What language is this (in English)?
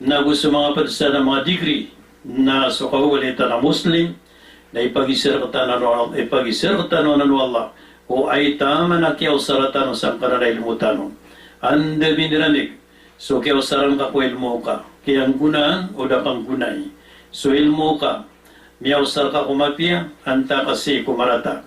Maranao